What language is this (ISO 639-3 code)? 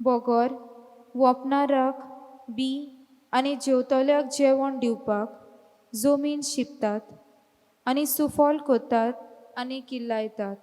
kok